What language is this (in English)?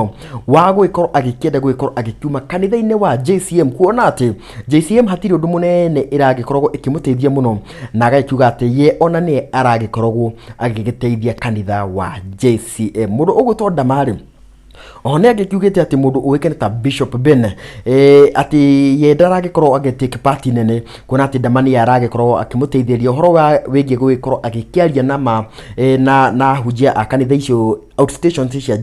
Kikuyu